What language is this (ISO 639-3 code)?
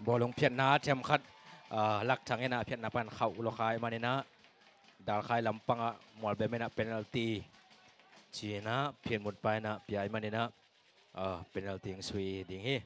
ctd